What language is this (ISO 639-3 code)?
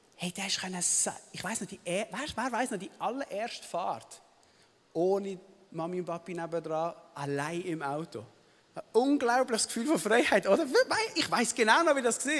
gsw